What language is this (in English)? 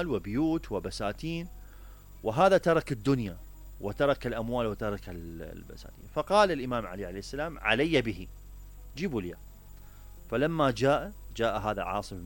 Mesopotamian Arabic